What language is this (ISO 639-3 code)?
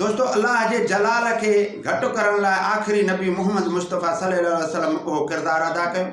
snd